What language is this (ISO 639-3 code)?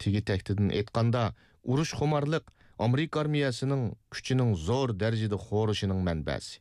uig